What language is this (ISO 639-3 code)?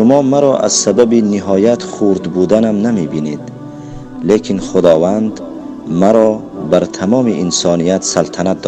tgk